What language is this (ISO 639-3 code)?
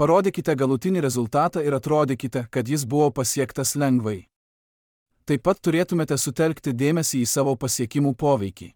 lit